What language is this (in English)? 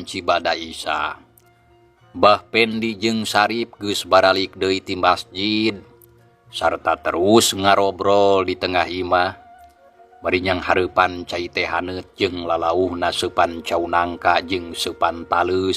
Sundanese